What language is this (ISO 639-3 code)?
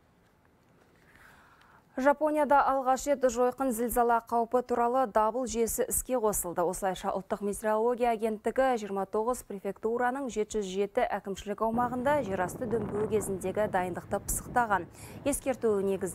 kaz